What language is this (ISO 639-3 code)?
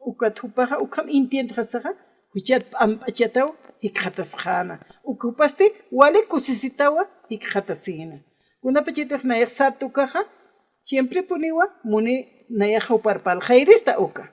aym